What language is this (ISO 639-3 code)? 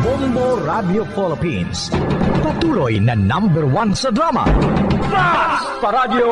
hil